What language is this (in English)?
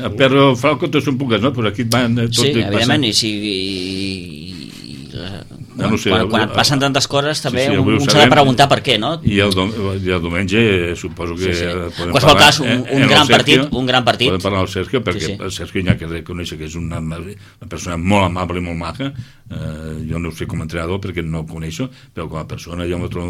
Catalan